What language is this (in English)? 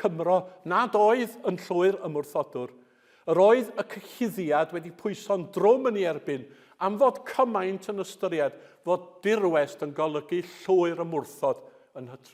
Welsh